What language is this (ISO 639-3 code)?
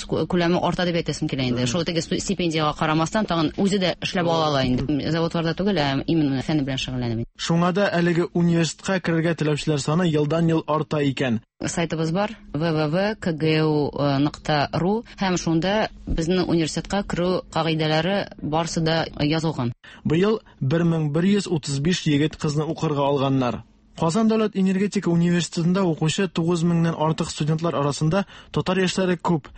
tat